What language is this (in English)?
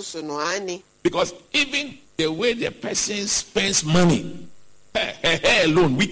Akan